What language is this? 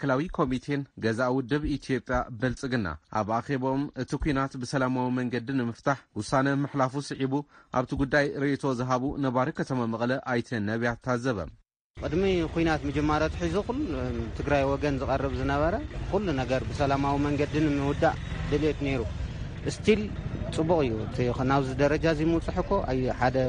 Tigrinya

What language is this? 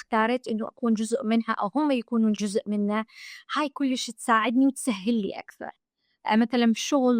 Mesopotamian Arabic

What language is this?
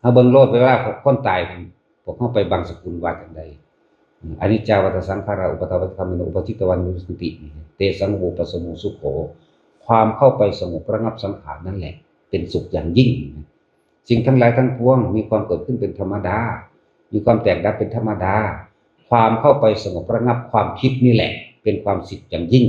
Northeastern Thai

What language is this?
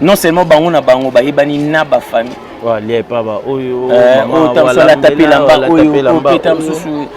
Lingala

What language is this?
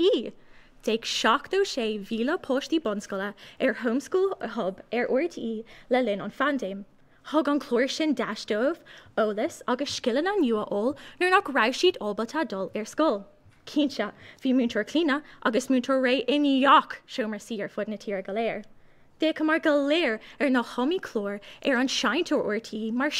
Irish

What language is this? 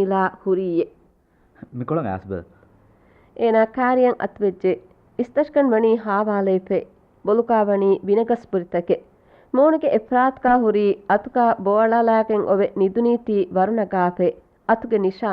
Divehi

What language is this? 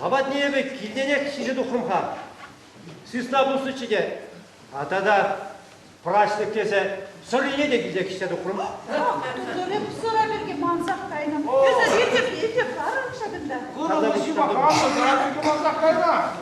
Chuvash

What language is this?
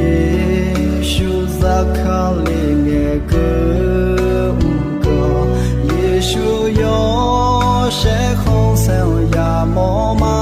Akha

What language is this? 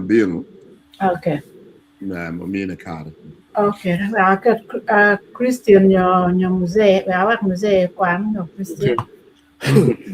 Acoli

